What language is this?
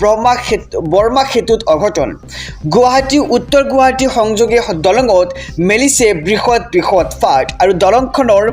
Assamese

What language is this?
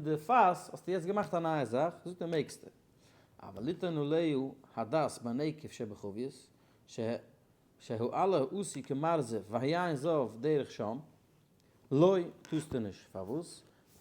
Yiddish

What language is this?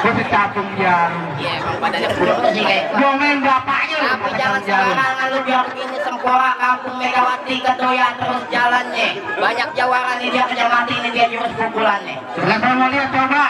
Betawi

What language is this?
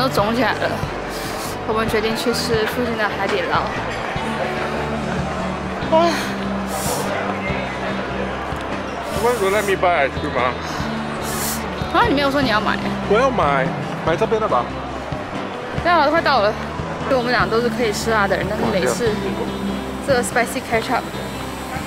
Chinese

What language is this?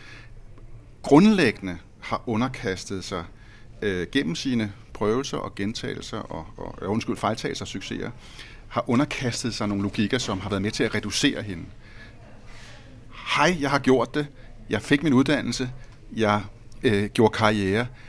Danish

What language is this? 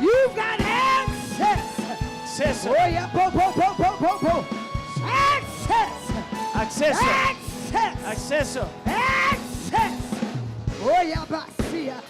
Papiamento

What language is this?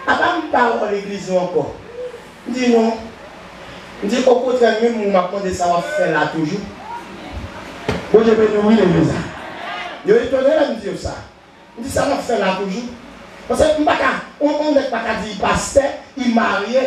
French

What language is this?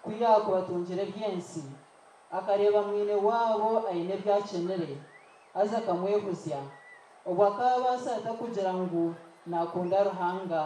Nyankole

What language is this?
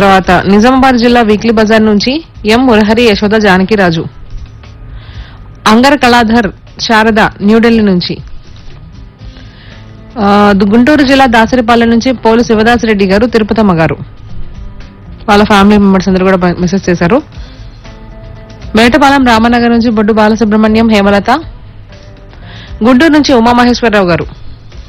Telugu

